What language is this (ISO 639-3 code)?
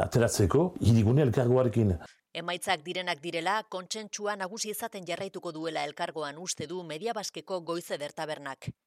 eus